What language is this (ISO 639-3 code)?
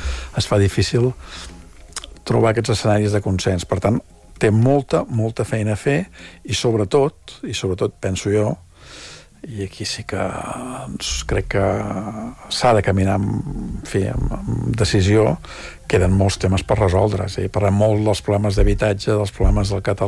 cat